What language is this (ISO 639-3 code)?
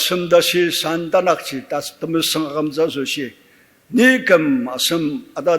njo